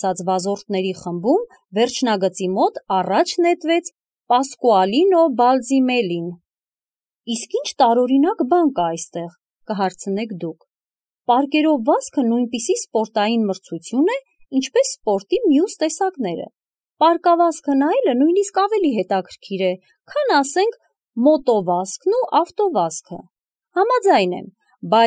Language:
Armenian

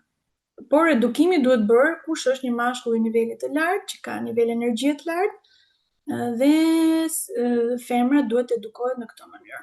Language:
Albanian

